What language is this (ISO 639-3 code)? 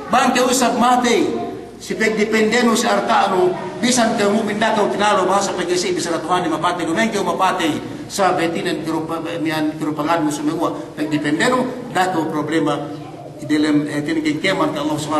yka